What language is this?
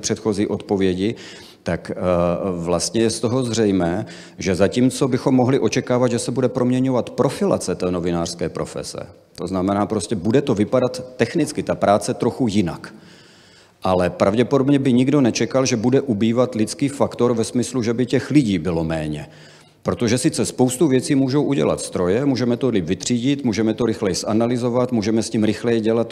Czech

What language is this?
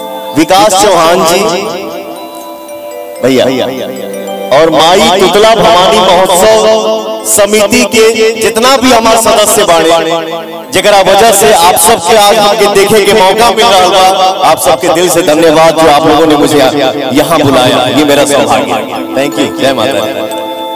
Bhojpuri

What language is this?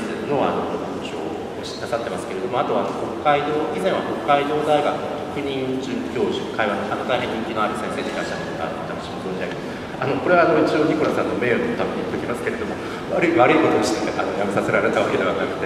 Japanese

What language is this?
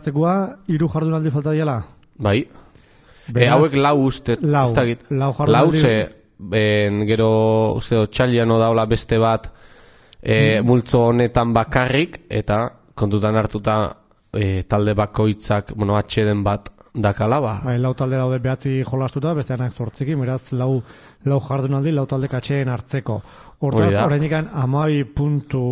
Basque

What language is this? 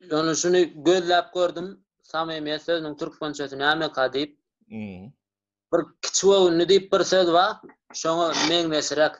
Turkmen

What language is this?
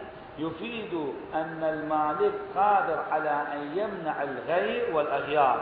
Arabic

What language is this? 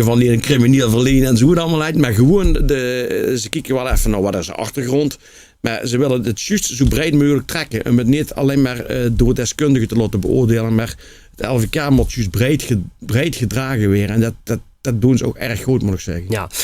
Limburgish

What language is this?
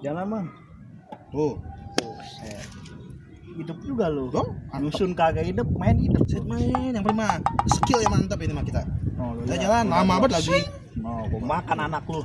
Betawi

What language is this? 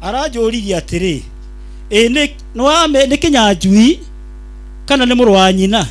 Kikuyu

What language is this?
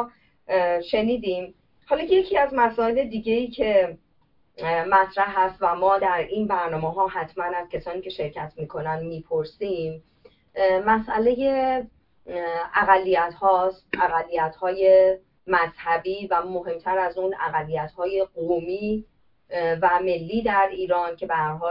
Persian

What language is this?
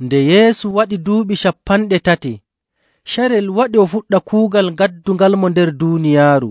Nigerian Fulfulde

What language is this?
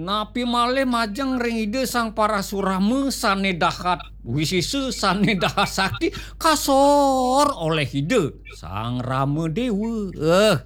Balinese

